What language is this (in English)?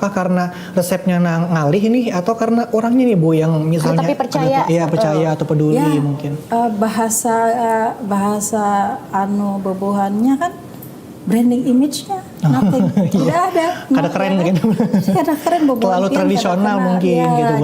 Banjar